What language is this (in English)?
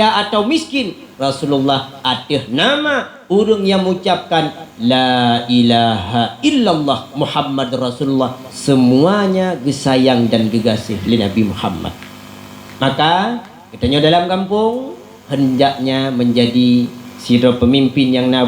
Achinese